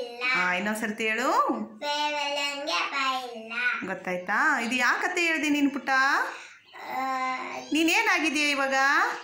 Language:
Kannada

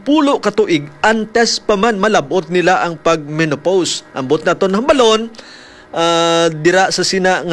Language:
Hiligaynon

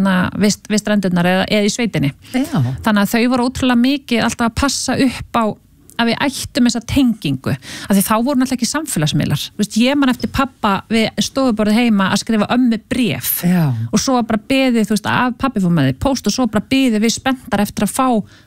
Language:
Icelandic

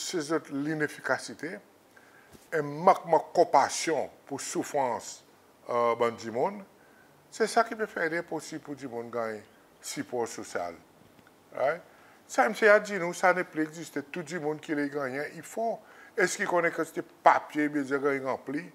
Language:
Seselwa Creole French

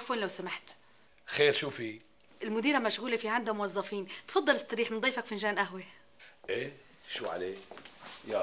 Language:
North Levantine Arabic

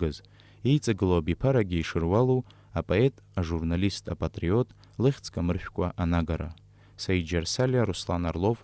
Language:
Abkhazian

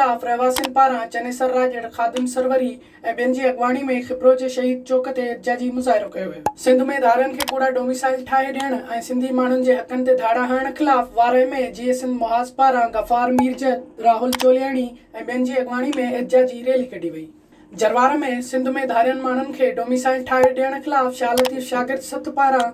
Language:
Sindhi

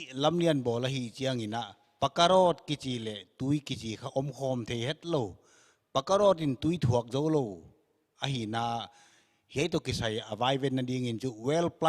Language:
Paite Chin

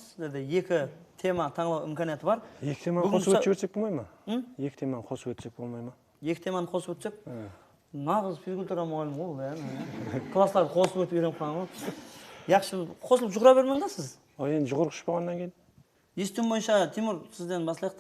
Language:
Kara-Kalpak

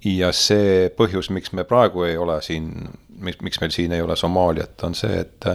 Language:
Estonian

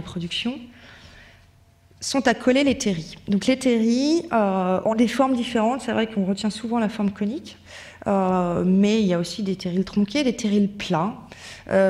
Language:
French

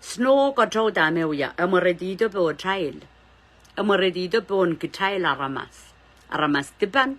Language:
Pohnpeian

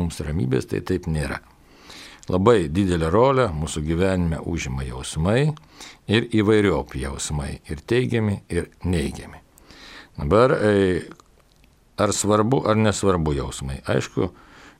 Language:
Lithuanian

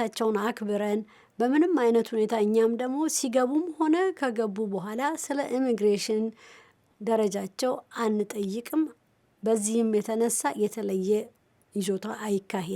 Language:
Amharic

